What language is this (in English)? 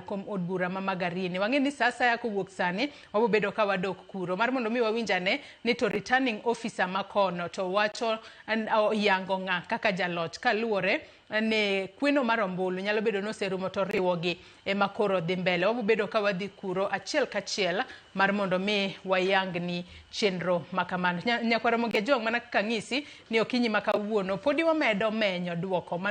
Luo (Kenya and Tanzania)